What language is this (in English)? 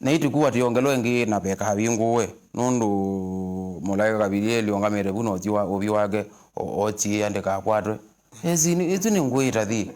Kamba